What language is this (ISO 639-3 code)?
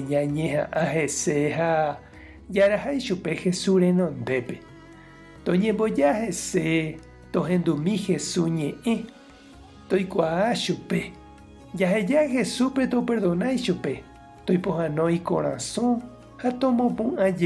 grn